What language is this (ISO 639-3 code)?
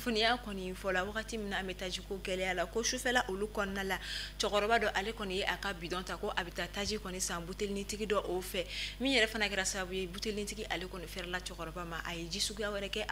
bam